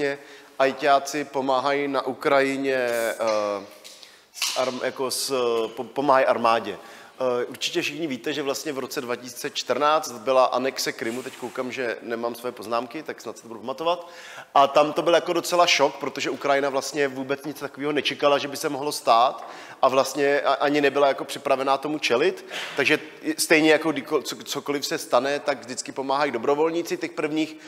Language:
Czech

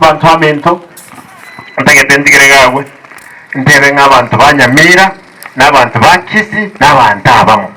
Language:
Gusii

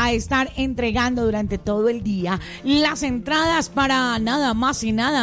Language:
Spanish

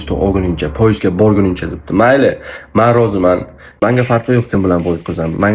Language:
Uzbek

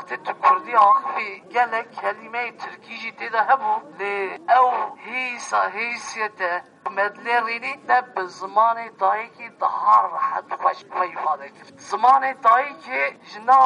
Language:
Kurdish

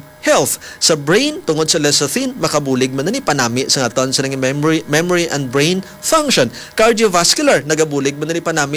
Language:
Hiligaynon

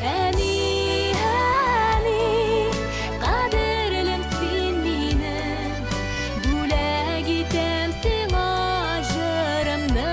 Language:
Tatar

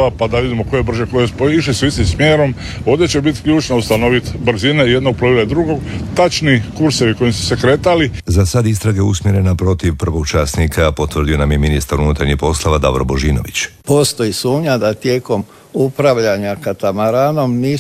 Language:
Croatian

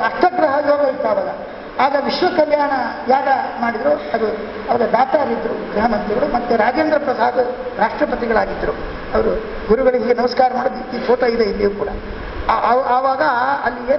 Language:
Kannada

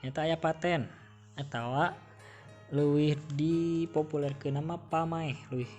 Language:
Sundanese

